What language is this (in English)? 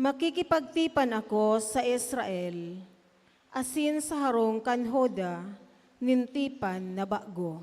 Bikol